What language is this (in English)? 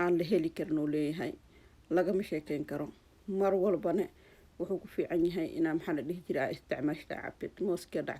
Somali